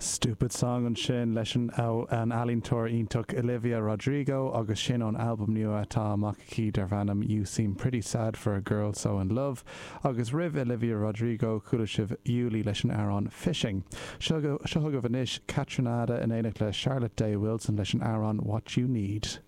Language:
Irish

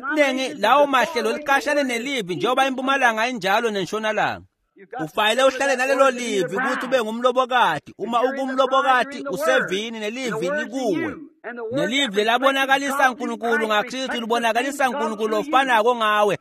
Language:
Swati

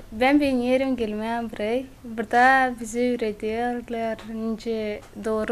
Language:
Gagauz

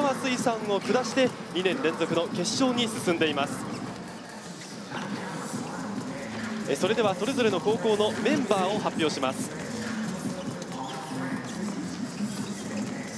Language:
Japanese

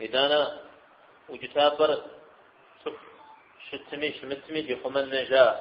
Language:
Kabardian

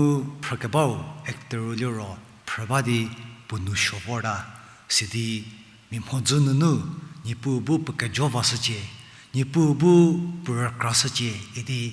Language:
Angami Naga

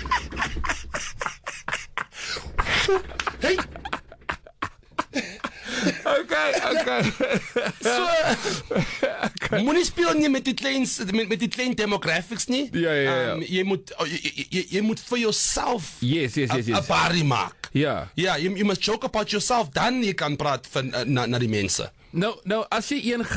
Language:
Afrikaans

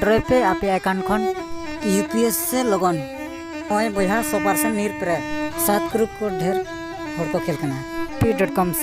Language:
Santali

